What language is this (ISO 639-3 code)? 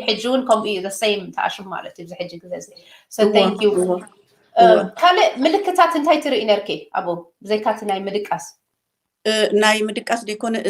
tir